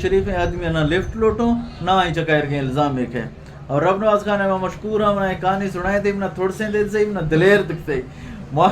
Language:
Eastern Balochi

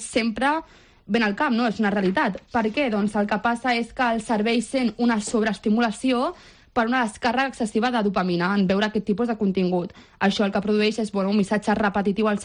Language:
Catalan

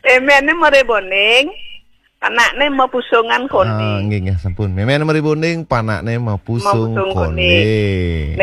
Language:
Balinese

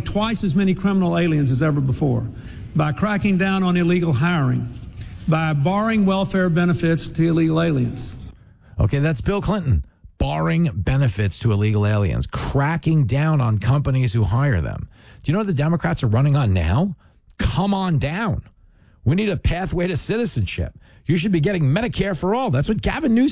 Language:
English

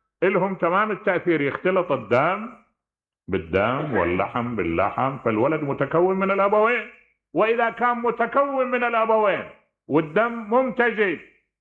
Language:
Mesopotamian Arabic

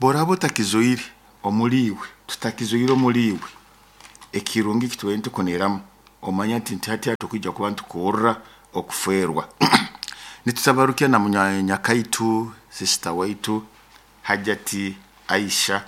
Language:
Nyoro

